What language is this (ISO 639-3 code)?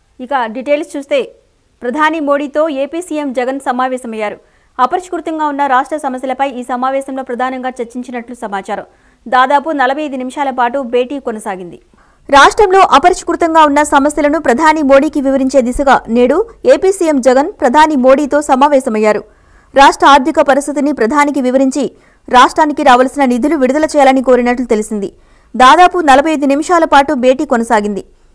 tel